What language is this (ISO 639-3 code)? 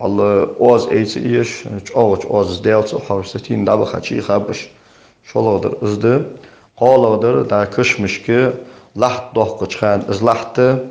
inh